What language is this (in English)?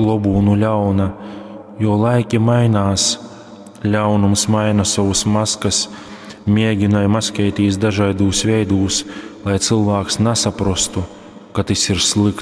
Latgalian